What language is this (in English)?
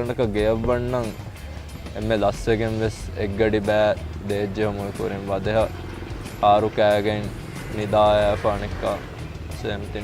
Divehi